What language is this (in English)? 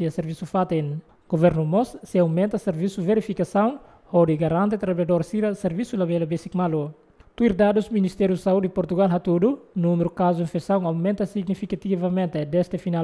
Tetum